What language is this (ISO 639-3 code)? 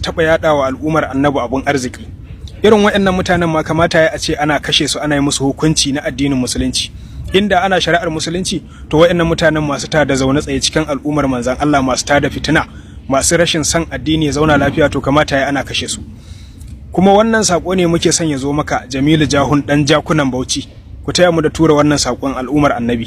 hau